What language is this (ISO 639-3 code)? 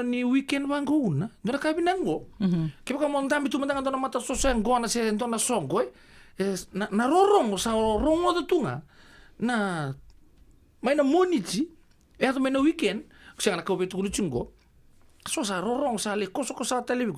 fij